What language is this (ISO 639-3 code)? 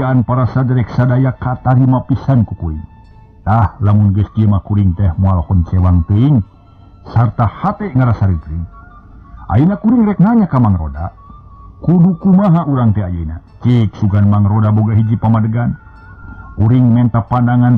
sun